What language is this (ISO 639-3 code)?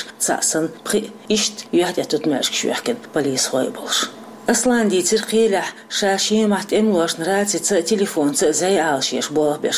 che